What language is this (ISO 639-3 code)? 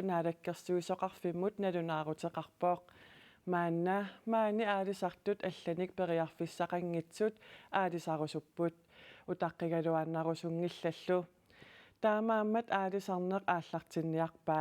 kal